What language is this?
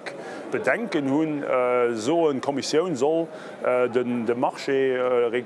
Luxembourgish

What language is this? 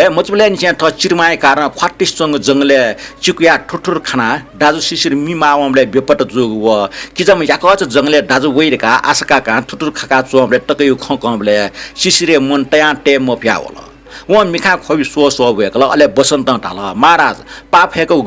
Newari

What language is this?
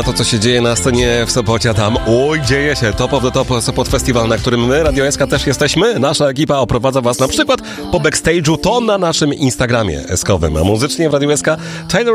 Polish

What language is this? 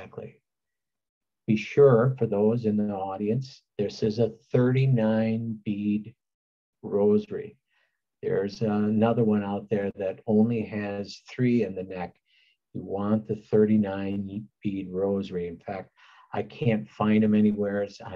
English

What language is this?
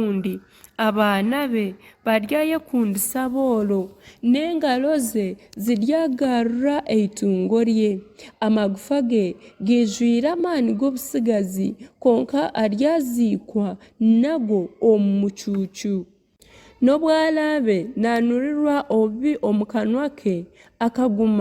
Nyankole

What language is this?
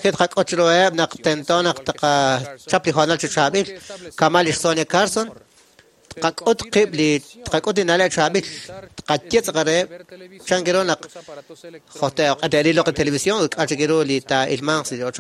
Kekchí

